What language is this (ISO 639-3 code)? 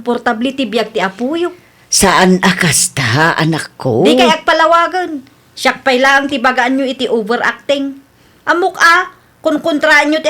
ilo